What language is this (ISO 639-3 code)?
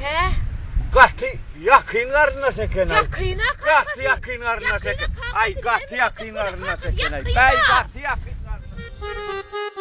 tuk